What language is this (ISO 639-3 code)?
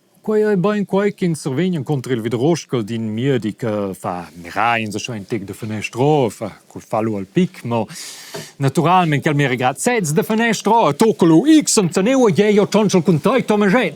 roh